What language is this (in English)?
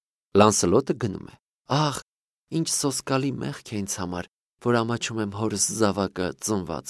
Armenian